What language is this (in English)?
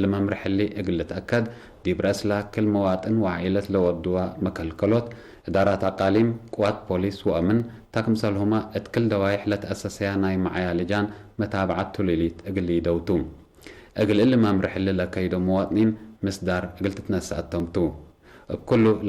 Tigre